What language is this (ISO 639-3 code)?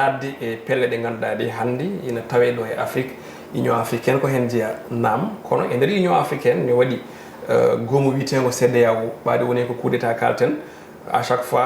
ful